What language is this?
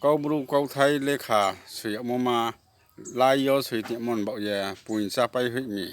Riang (India)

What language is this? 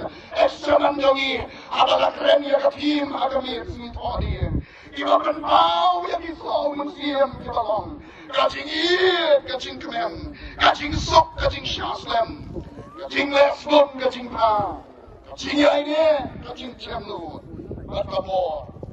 Khasi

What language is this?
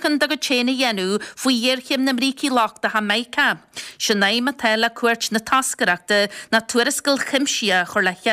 Irish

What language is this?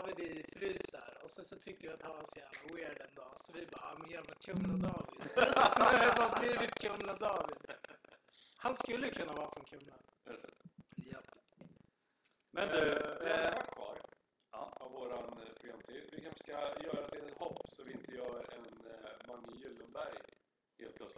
Swedish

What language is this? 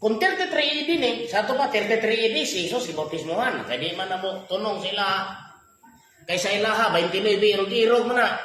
Cebuano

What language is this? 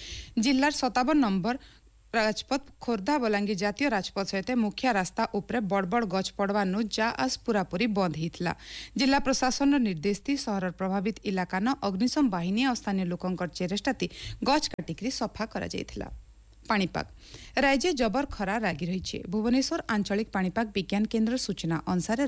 Odia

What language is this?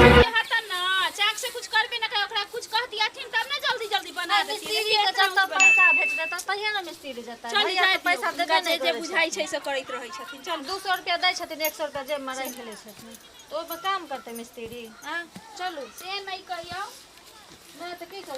Maithili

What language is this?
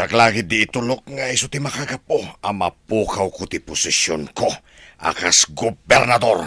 Iloko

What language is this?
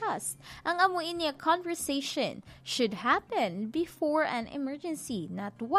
Hiligaynon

